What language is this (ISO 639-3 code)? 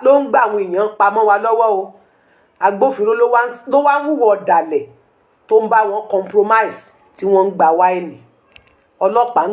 yor